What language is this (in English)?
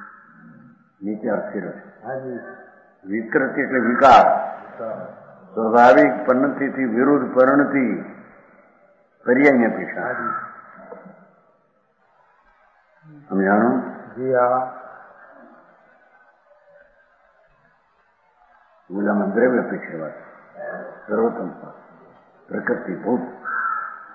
Gujarati